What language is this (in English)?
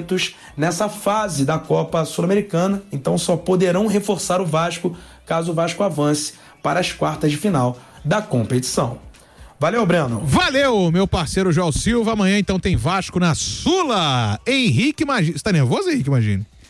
Portuguese